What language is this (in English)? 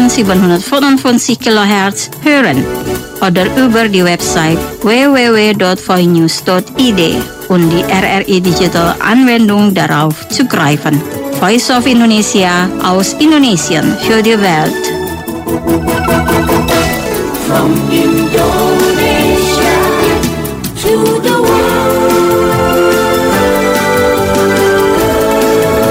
German